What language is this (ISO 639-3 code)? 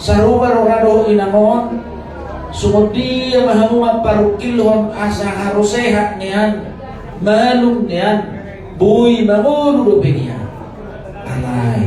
bbc